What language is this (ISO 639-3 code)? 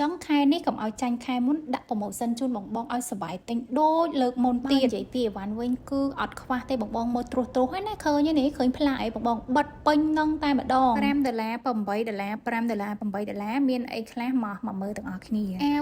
khm